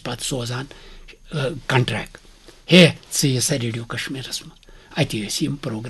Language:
Kashmiri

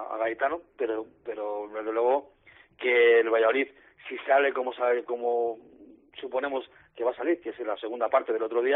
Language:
Spanish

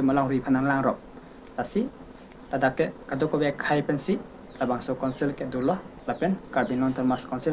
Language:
Karbi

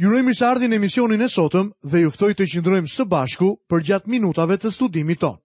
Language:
Albanian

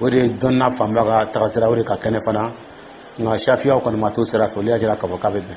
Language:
Dyula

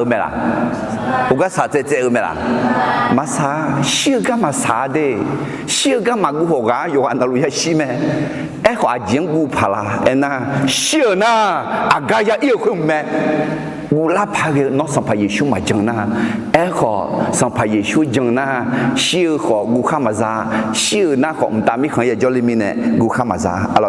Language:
Akha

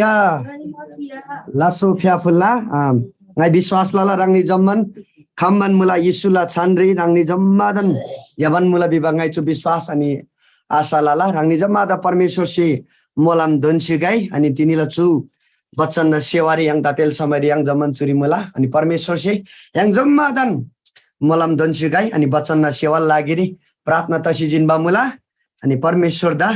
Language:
Eastern Tamang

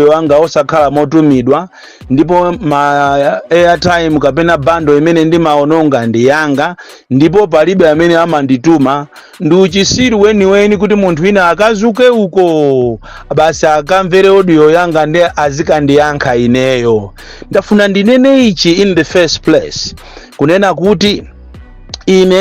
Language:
Nyanja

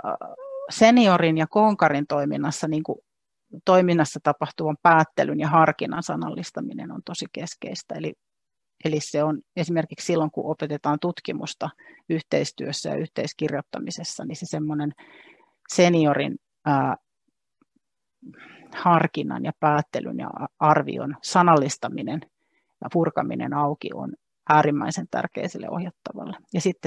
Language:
Finnish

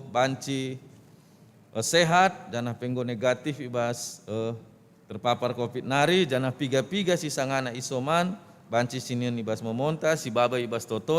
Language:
Batak Karo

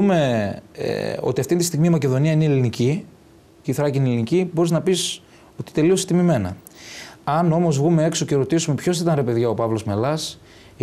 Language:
Greek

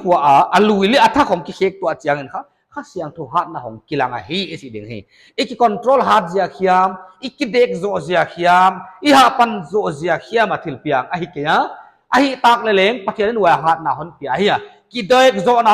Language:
Paite Chin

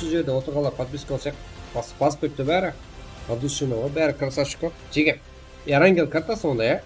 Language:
Kara-Kalpak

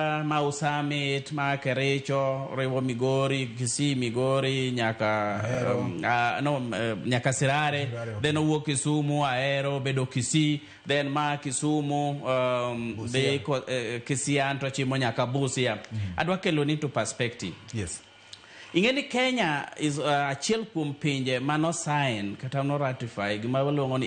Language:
Luo (Kenya and Tanzania)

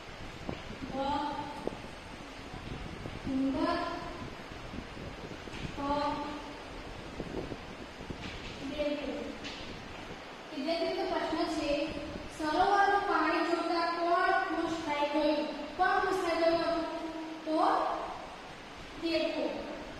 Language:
Gujarati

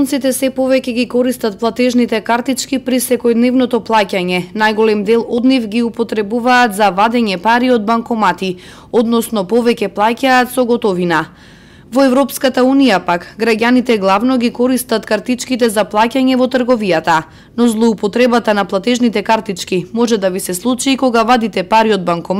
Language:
Macedonian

